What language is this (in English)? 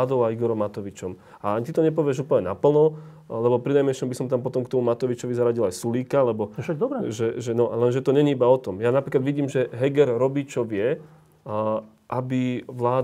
Slovak